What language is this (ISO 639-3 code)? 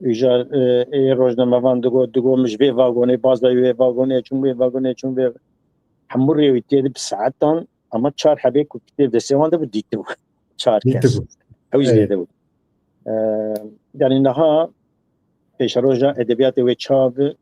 kur